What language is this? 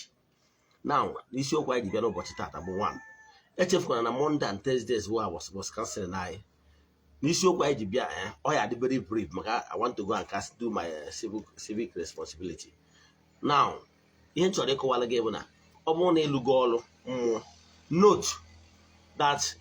Igbo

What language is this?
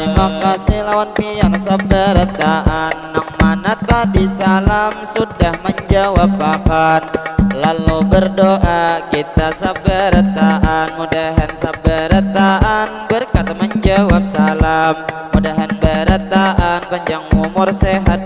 Banjar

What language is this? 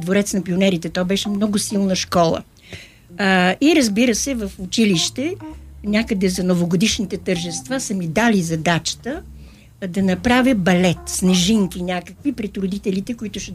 Bulgarian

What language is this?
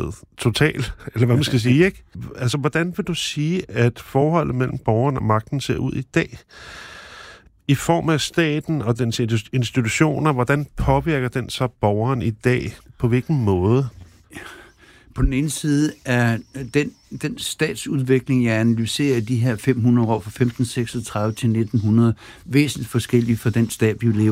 Danish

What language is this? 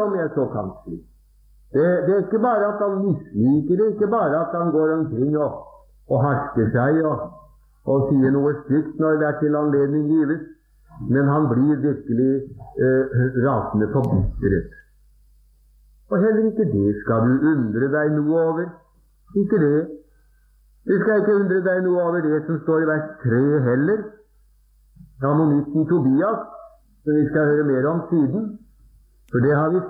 Norwegian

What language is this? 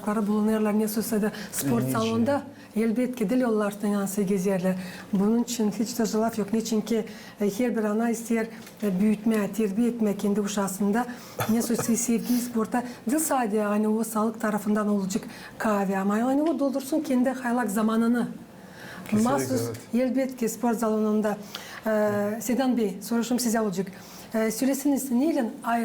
Gagauz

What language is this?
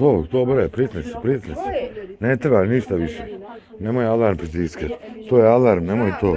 Bosnian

